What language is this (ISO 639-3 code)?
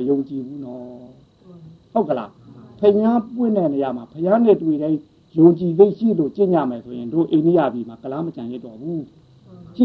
mya